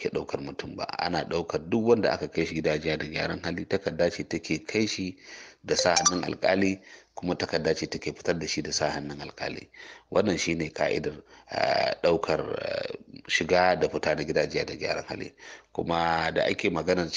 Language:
Hausa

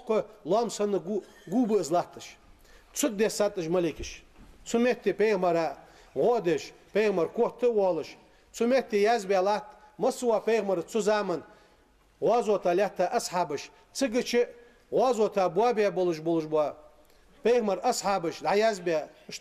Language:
Ingush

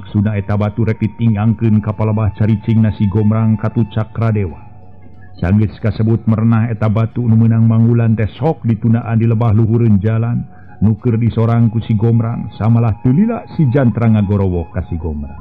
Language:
Sundanese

